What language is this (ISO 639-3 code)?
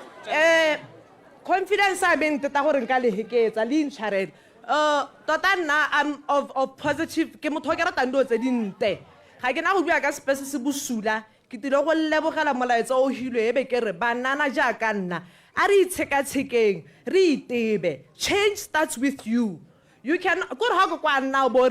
tsn